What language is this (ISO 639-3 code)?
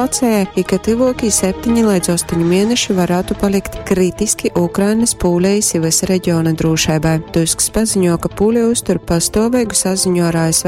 ltg